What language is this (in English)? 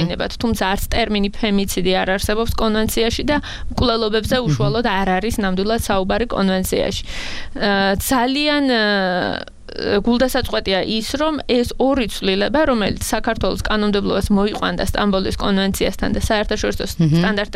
Georgian